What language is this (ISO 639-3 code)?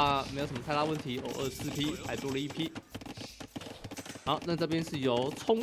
zho